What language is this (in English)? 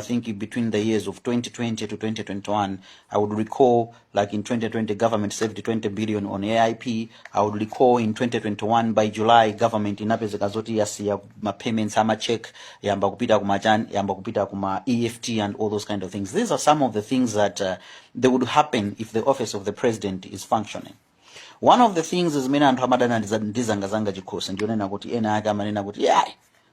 Nyanja